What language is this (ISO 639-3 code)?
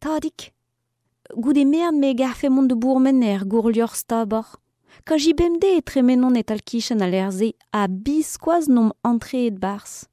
bre